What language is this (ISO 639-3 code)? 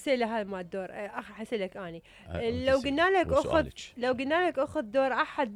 acm